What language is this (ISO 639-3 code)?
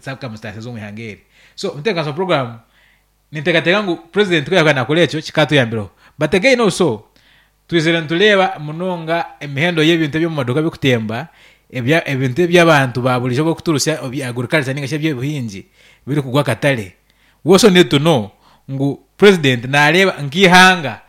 nyn